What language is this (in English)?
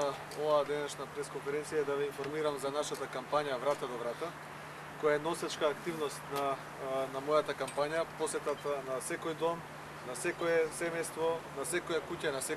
Macedonian